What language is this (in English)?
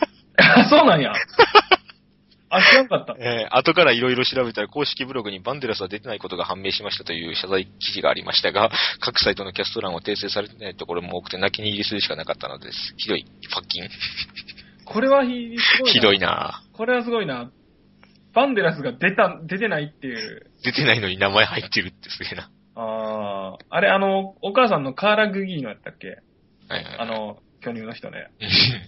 Japanese